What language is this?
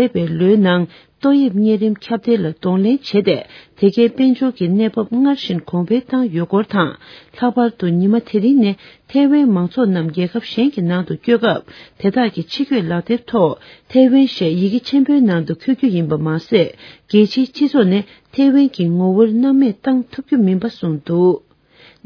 Tibetan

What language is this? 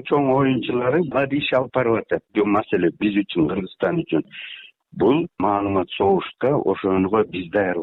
Kyrgyz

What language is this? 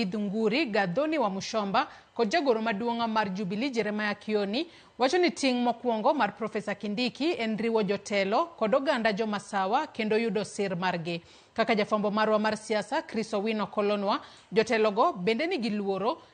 Luo (Kenya and Tanzania)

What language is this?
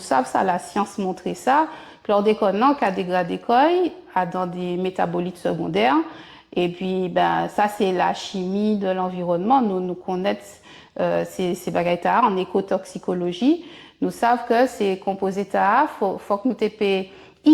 Guadeloupean Creole French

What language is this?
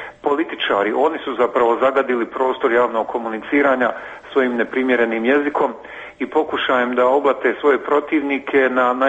Croatian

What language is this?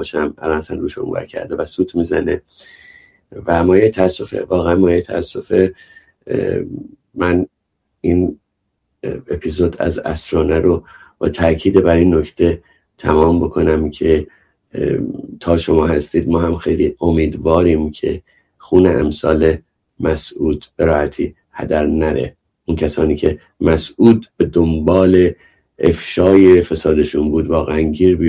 Persian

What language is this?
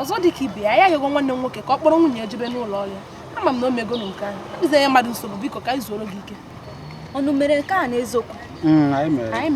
Igbo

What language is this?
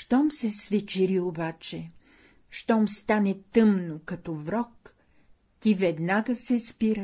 Bulgarian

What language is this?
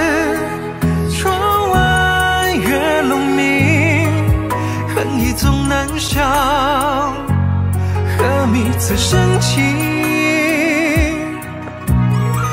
Chinese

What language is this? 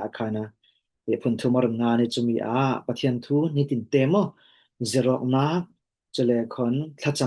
Falam Chin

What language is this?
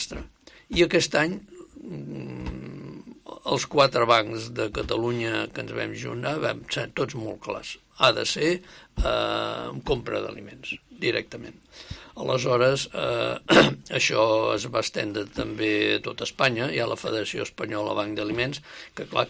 Catalan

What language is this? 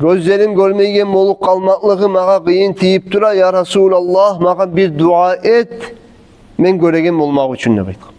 Kumyk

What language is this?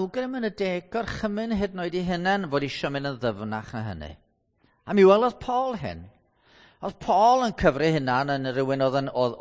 Welsh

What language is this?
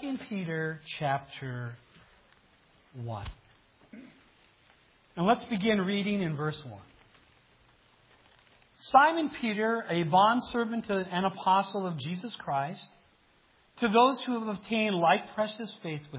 English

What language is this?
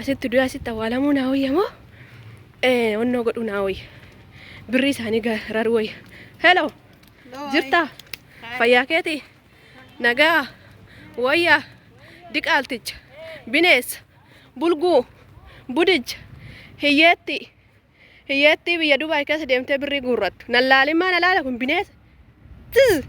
Oromo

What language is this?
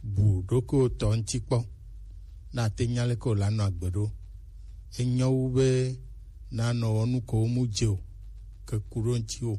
Gen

